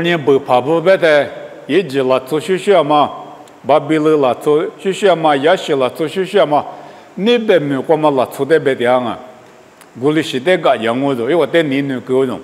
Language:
Lisu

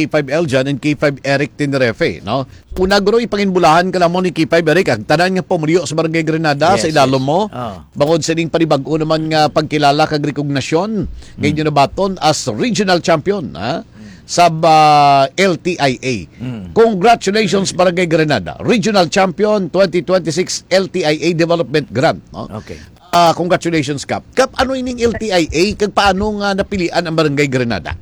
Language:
Hiligaynon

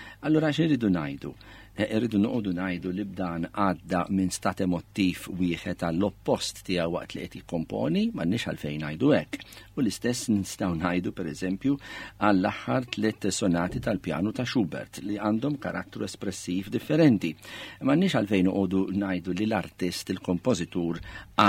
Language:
Maltese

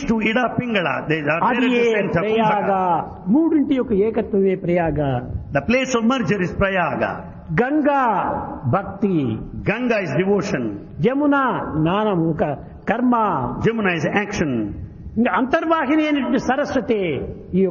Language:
Telugu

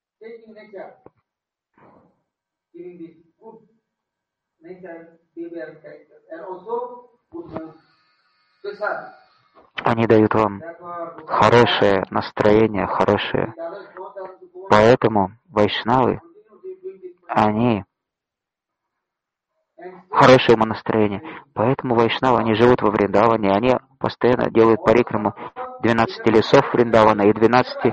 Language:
Russian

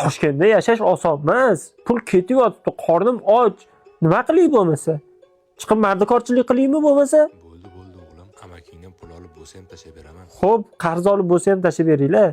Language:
Uzbek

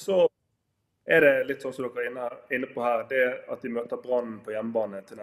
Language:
Norwegian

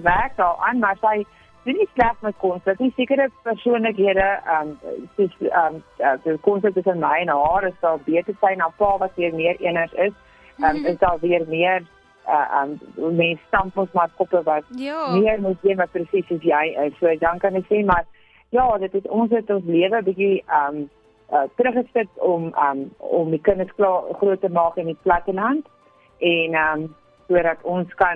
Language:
Afrikaans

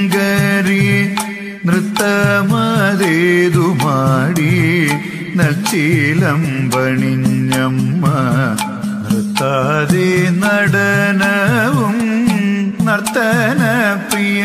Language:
Malayalam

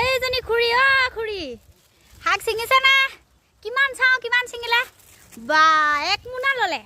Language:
Assamese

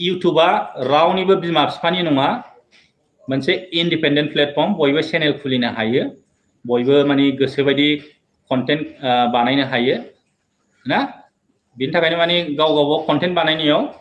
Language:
Bodo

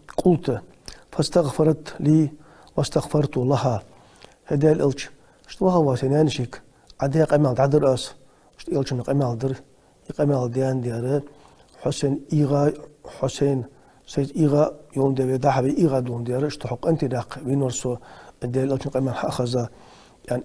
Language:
Ingush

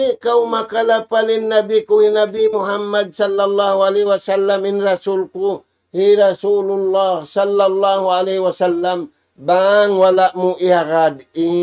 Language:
Tausug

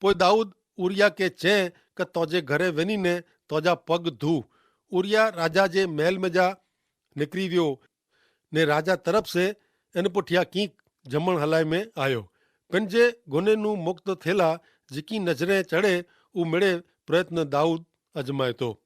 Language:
Kachhi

